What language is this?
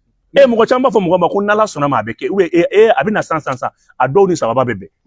Bambara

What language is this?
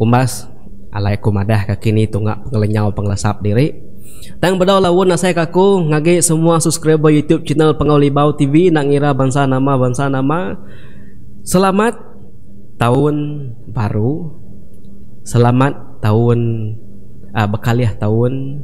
Iban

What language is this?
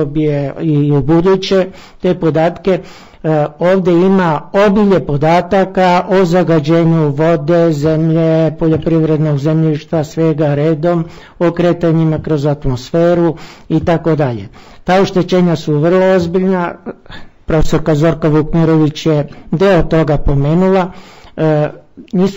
Serbian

